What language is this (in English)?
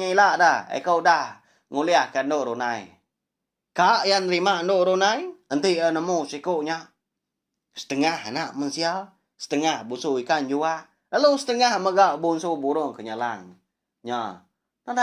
Iban